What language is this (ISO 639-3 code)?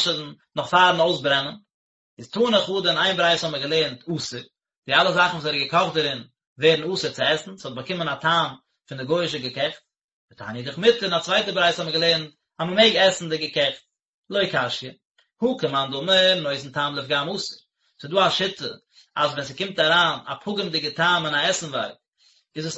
yid